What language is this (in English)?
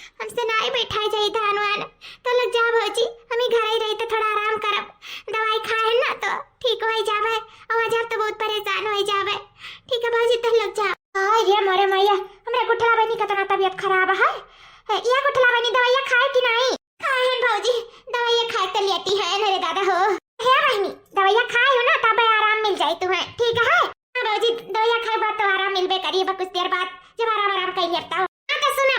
Awadhi